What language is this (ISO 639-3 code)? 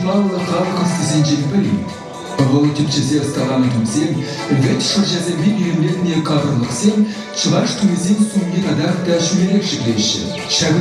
chv